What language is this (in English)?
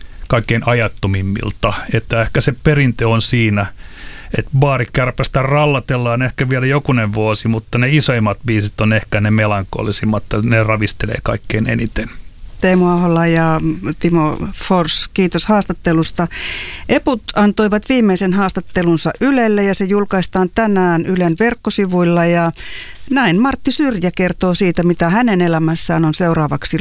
Finnish